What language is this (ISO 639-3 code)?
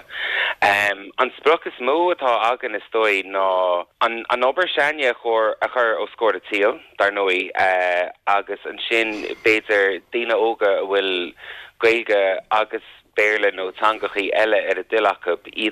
gle